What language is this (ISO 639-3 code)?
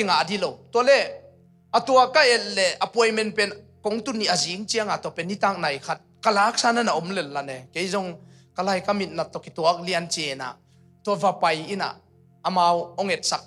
ctd